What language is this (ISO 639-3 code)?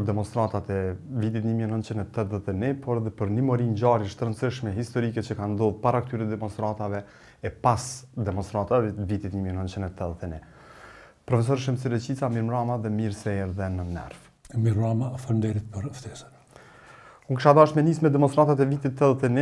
sqi